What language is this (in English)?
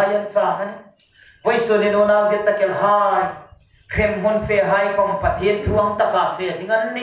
Hmar